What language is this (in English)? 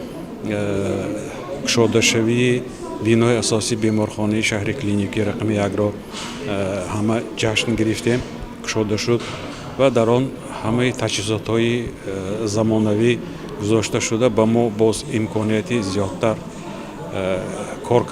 Tajik